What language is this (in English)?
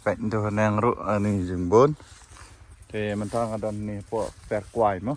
Khasi